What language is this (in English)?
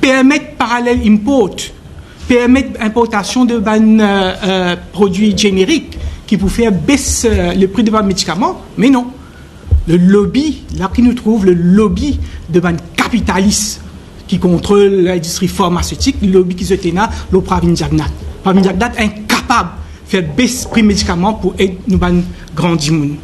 Morisyen